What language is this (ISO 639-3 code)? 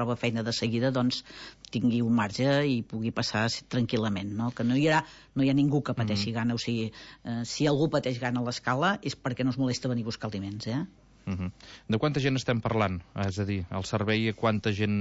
cat